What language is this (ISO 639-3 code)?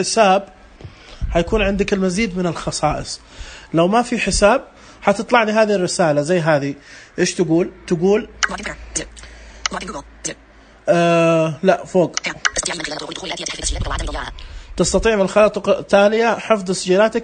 ars